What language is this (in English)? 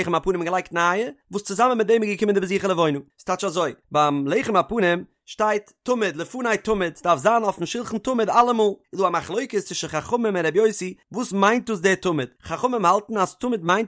Yiddish